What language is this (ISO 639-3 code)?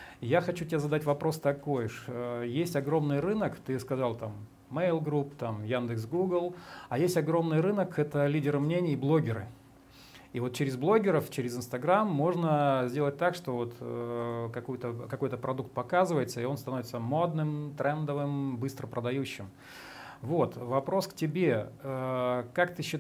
rus